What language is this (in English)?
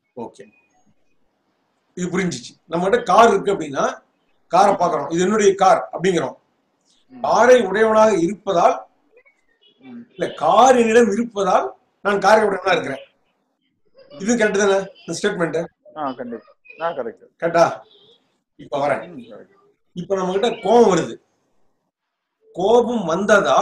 Tamil